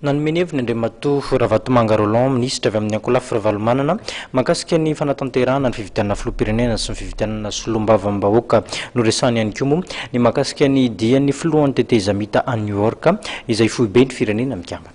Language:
Malagasy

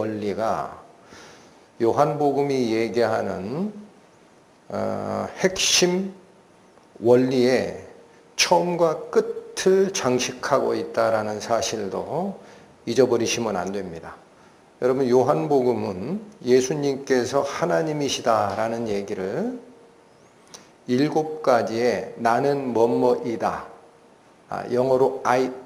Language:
Korean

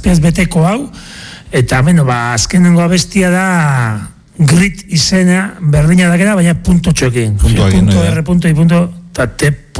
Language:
Basque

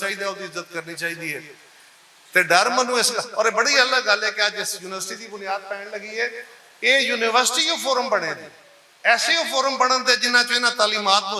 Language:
Western Panjabi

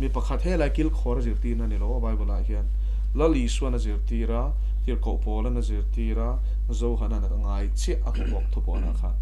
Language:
Mizo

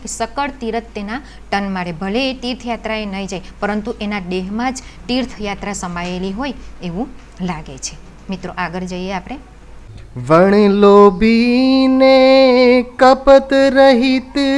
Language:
Gujarati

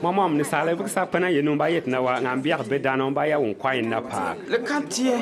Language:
Bimoba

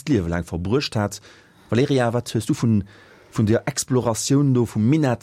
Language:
Luxembourgish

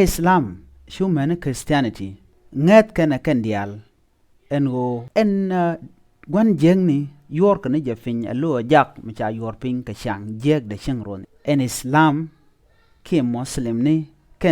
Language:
Nuer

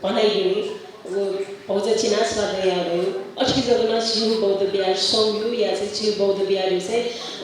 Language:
Newari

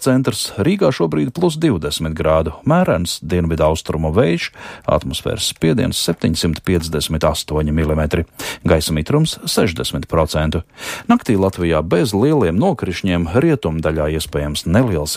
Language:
Latvian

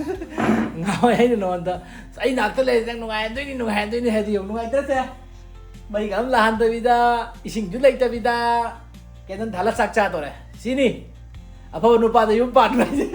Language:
Manipuri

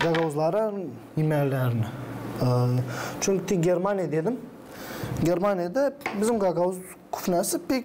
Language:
Gagauz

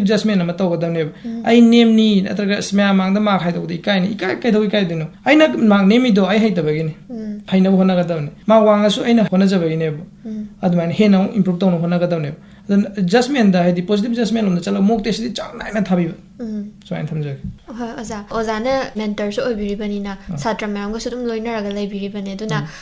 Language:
Manipuri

